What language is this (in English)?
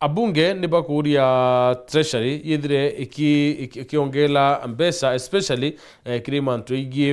Meru